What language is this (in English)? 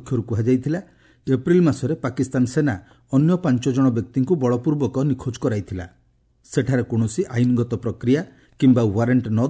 Odia